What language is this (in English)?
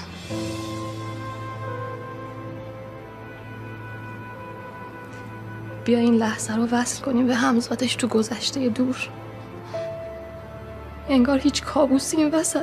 Persian